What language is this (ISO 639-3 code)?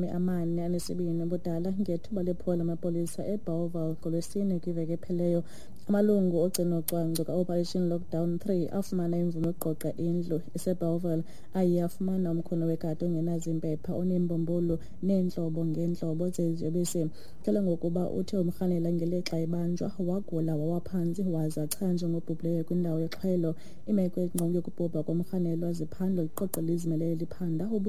xho